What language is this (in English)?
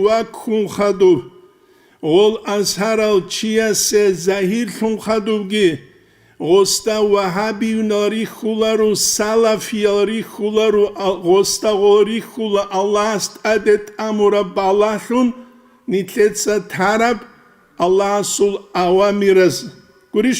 Avaric